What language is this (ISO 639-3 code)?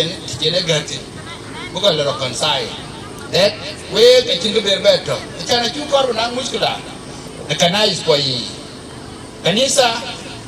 din